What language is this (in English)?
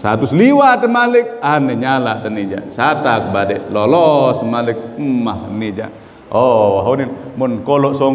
Sasak